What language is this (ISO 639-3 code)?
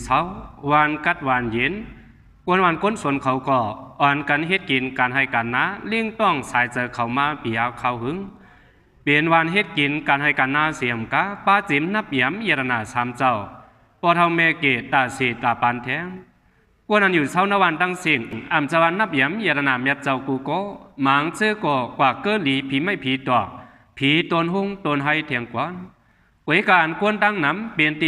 shn